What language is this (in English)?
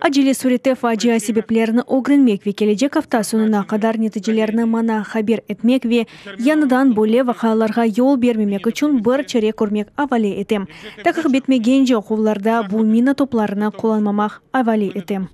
Crimean Tatar